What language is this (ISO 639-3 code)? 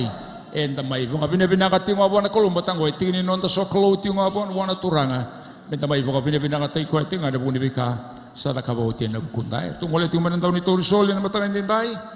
fij